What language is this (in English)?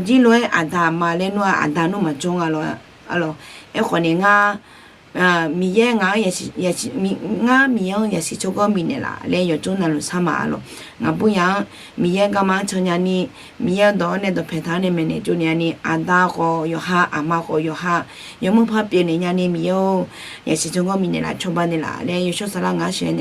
Akha